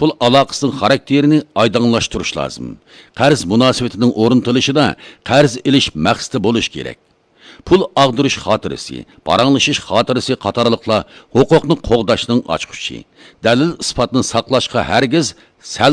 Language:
Uyghur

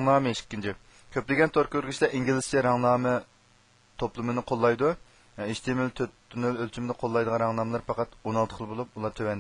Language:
Uyghur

